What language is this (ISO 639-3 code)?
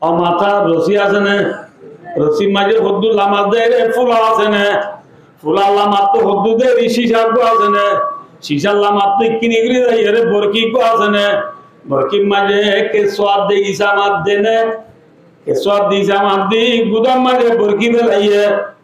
rhg